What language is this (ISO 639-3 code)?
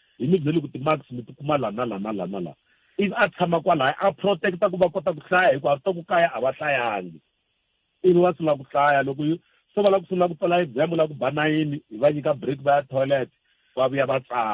tso